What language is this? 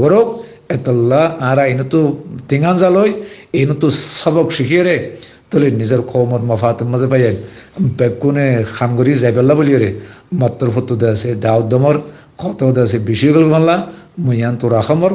Rohingya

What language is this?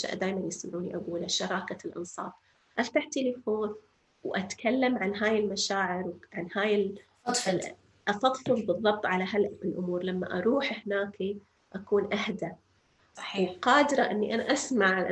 North Levantine Arabic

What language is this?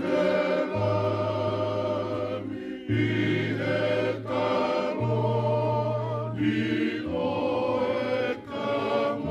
Tongan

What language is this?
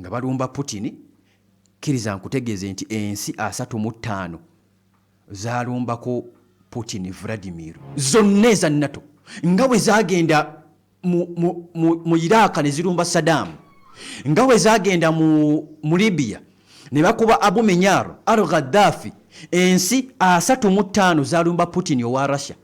Ganda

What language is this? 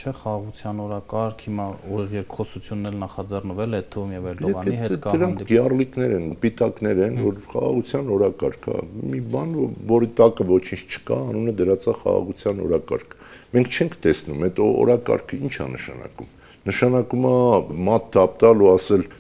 Armenian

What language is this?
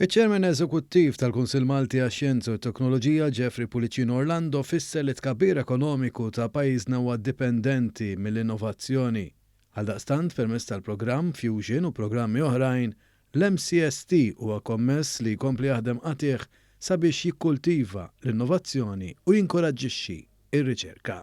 Maltese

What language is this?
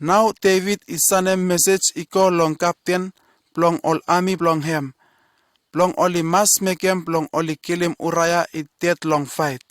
Bislama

